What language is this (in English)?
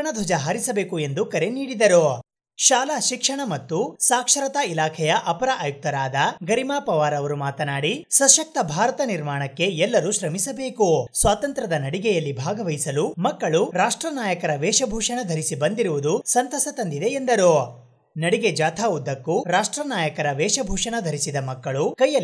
Kannada